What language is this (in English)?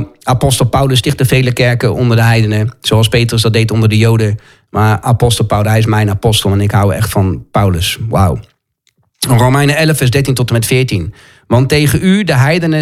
Dutch